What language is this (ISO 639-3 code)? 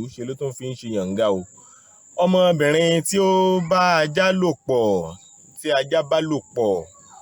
yor